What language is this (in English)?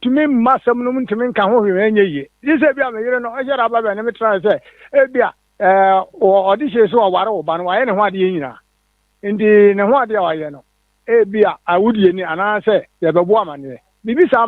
Akan